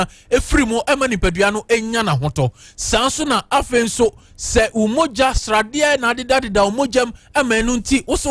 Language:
Akan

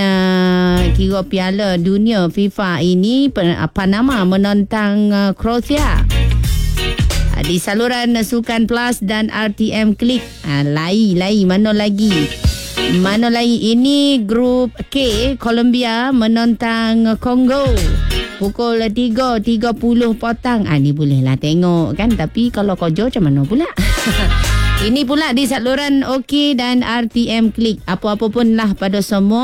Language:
Malay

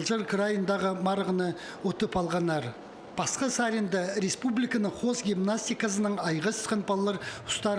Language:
Khakas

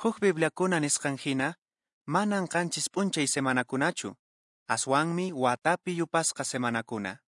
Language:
Quechua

